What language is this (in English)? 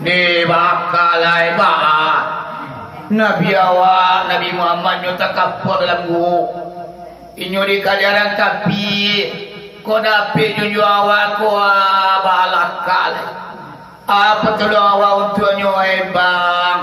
Minangkabau